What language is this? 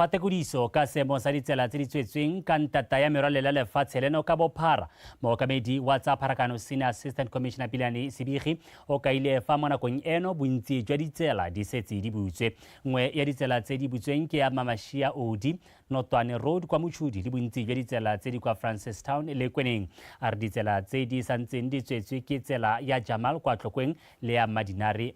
Tswana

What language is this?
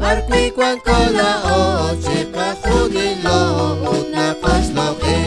Kekchí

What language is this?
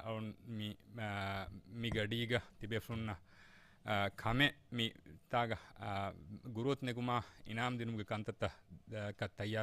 Divehi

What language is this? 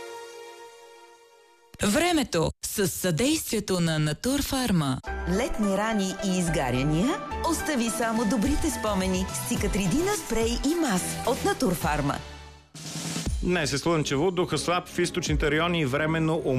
Bulgarian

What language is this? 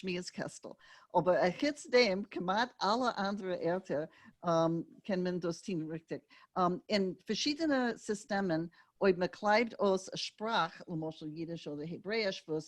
Yiddish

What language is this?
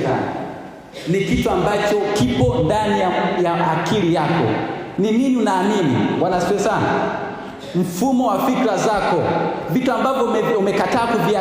Swahili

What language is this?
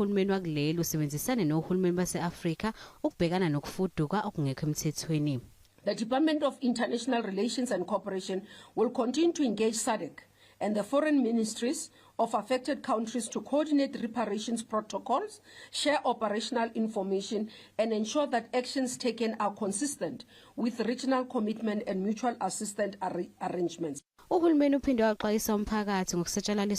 Zulu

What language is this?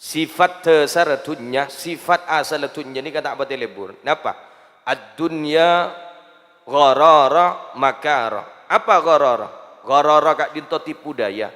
Madurese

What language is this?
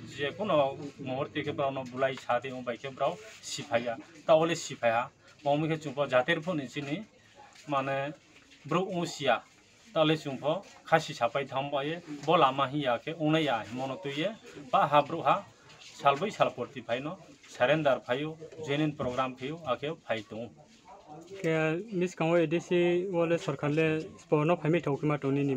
Riang (India)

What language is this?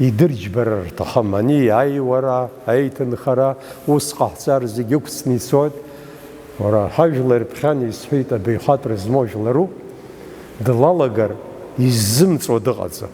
Abkhazian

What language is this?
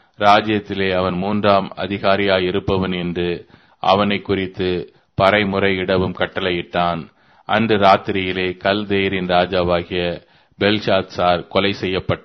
Tamil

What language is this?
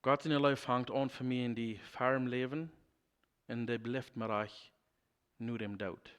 Plautdietsch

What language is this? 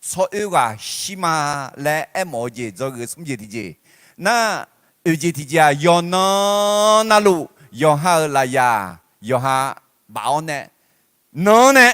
Akha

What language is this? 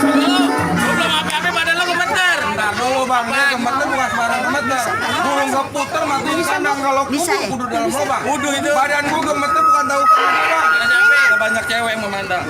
Betawi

